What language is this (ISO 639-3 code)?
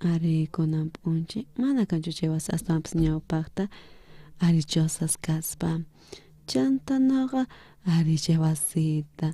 quh